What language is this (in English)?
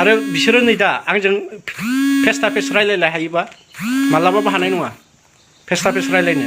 Bodo